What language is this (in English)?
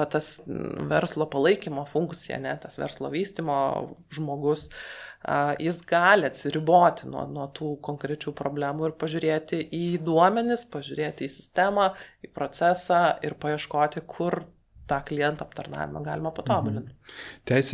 Lithuanian